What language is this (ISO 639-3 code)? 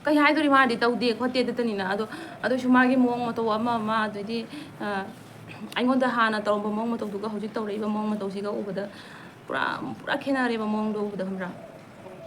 mni